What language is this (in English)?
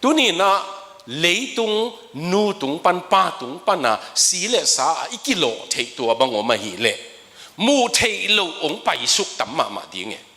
Tedim Chin